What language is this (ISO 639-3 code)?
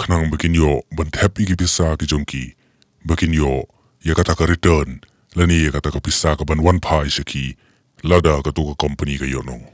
kha